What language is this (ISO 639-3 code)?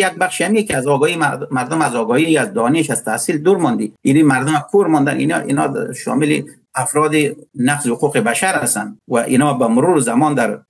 fas